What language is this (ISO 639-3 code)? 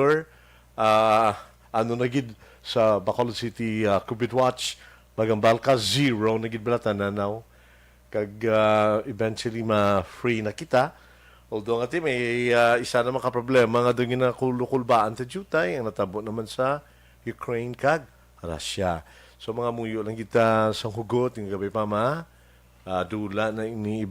hil